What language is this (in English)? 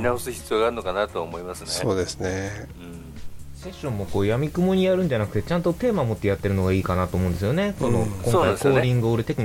Japanese